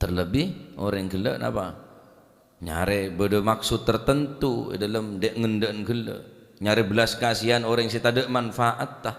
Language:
Madurese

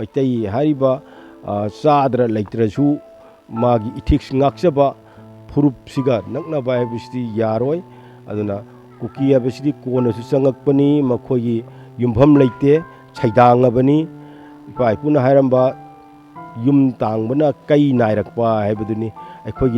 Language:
Manipuri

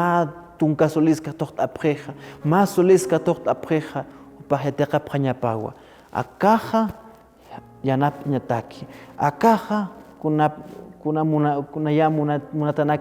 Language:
Aymara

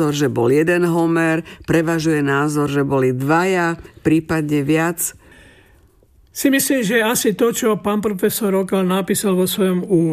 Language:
Slovak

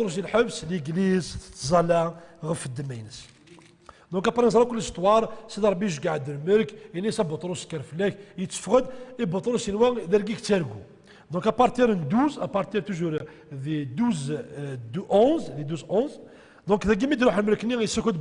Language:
Kabyle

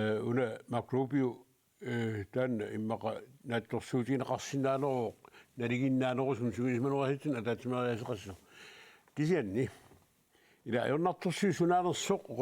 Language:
Kalaallisut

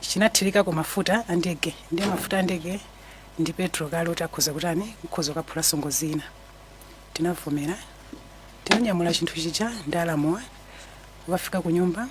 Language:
Nyanja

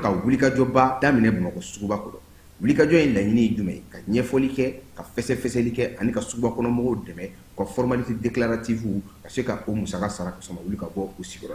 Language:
Bambara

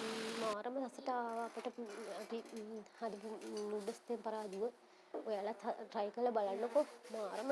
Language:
Sinhala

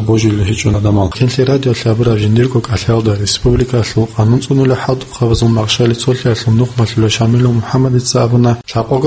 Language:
Avaric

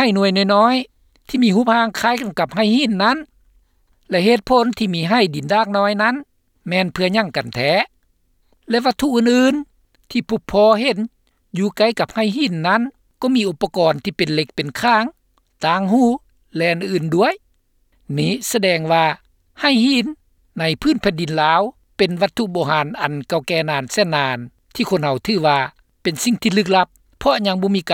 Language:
Lao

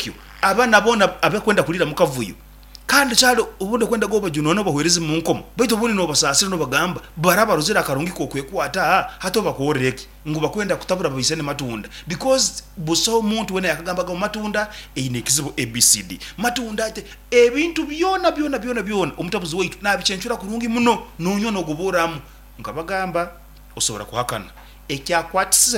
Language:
Nyankole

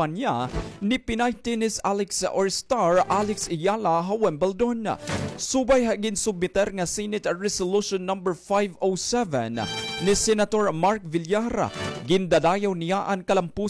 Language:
Waray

